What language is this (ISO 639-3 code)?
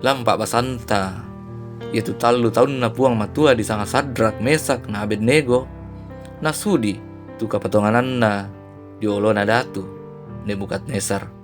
sda